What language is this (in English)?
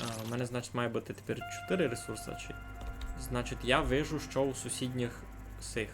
Rusyn